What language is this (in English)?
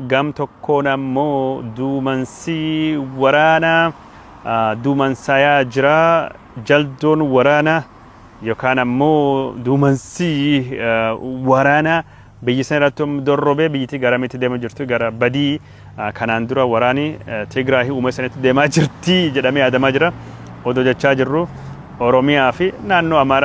Oromo